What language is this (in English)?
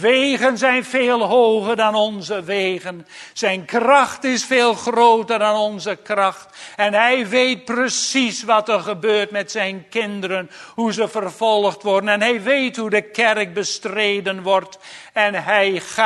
Dutch